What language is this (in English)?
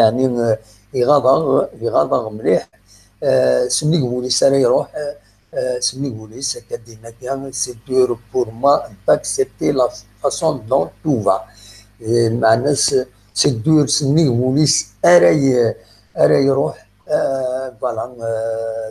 Kabyle